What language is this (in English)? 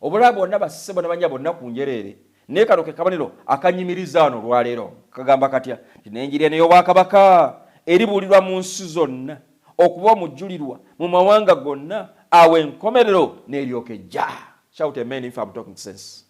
Ganda